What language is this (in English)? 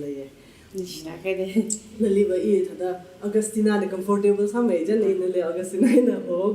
Tangkhul Naga (India)